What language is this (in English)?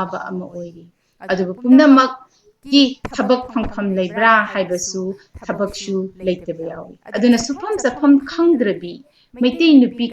Manipuri